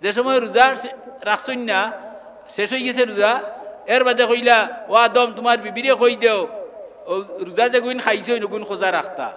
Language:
Sylheti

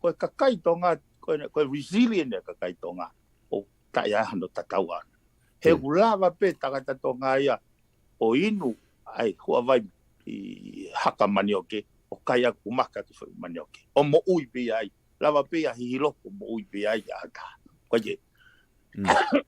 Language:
Tongan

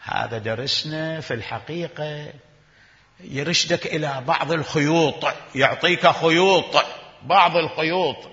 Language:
Mesopotamian Arabic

